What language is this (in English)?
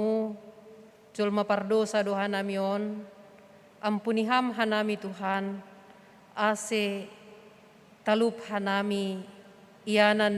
Batak Simalungun